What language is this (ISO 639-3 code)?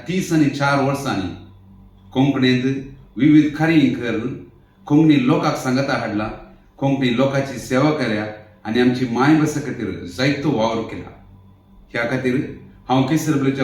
kok